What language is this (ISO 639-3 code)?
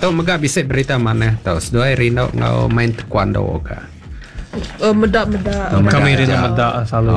iba